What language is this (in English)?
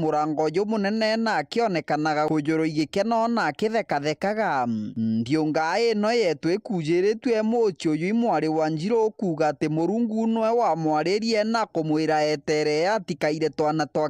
Meru